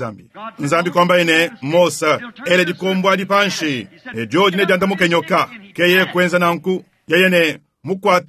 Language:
Luba-Lulua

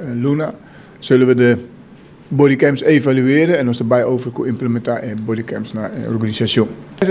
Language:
Papiamento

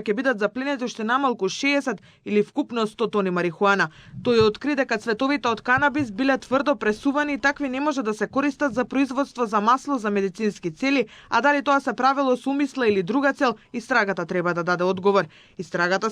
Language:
Macedonian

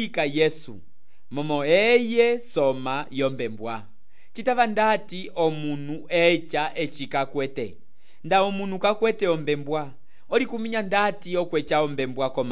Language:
Umbundu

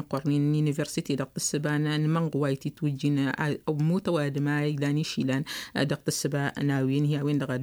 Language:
Tamasheq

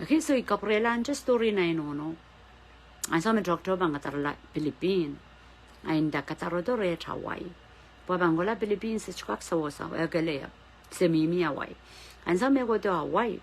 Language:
Pohnpeian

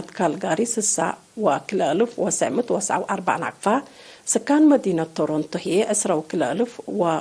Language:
Tigre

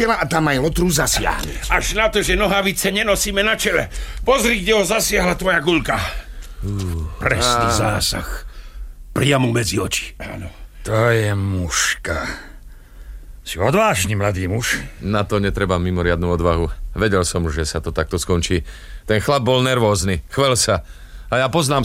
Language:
Slovak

